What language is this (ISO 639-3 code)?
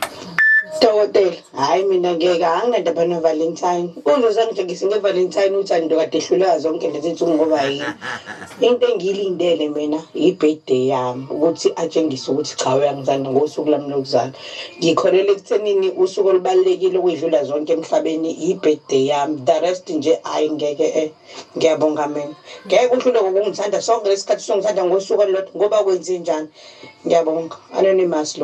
zul